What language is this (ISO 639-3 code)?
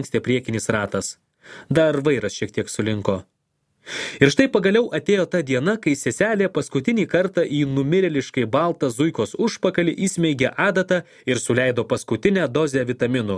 lit